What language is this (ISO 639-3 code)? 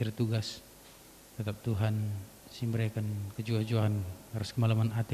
btx